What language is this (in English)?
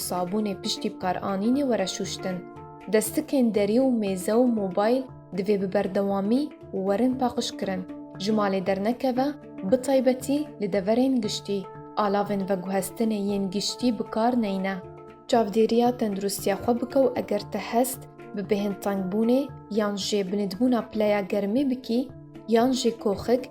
Kurdish